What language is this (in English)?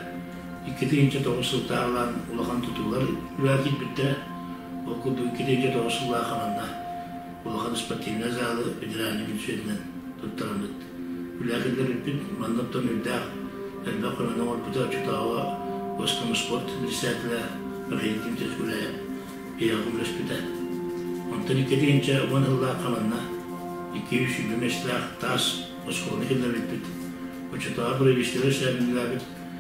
Yakut